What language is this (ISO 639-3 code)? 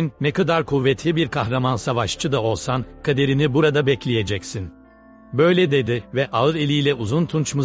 tur